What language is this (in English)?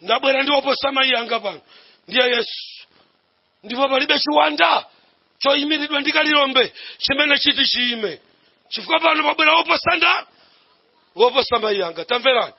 Nyanja